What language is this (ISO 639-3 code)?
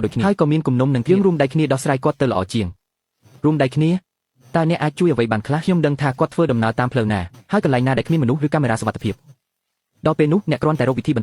khm